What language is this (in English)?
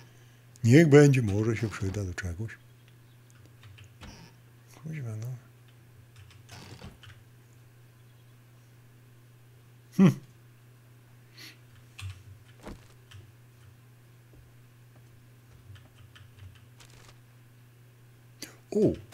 Polish